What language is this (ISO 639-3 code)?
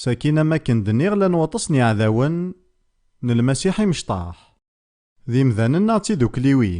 kab